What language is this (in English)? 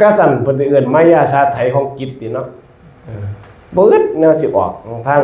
Northeastern Thai